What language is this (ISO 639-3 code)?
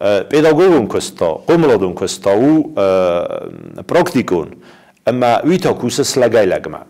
oss